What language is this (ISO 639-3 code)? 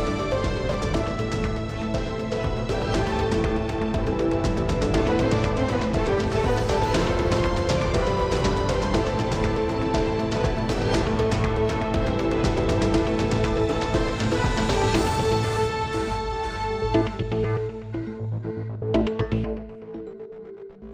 oss